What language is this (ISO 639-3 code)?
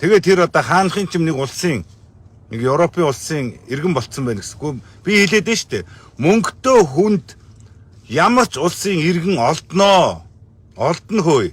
mon